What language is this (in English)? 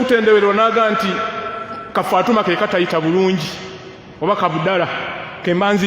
Ganda